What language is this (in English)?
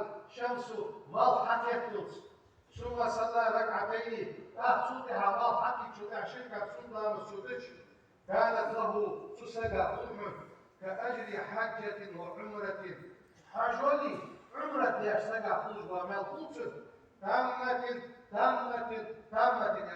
Ingush